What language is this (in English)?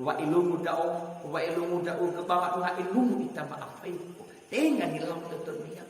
Nias